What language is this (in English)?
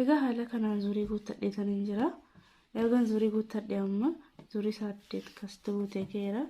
Oromo